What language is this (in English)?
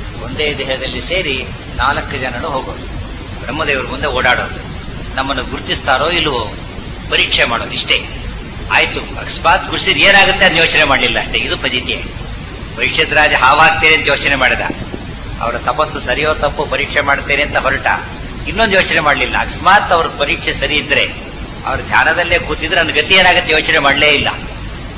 Kannada